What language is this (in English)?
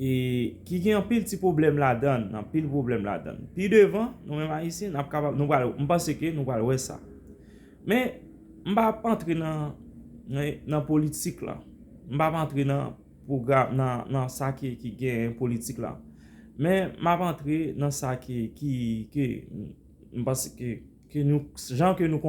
Haitian Creole